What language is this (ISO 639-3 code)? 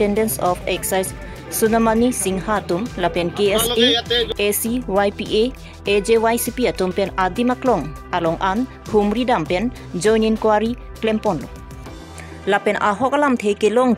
mjw